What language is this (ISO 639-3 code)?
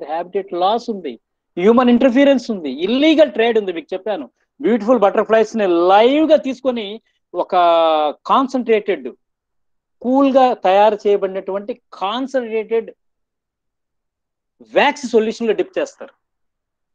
tel